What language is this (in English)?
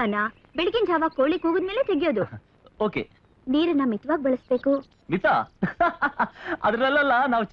Kannada